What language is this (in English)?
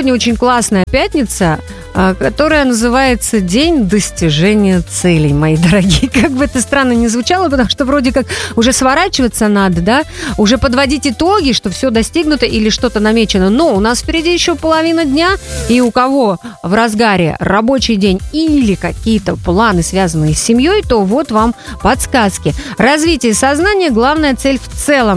Russian